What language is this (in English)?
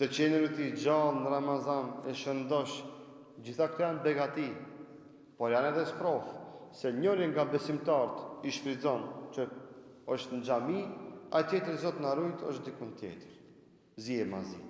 Albanian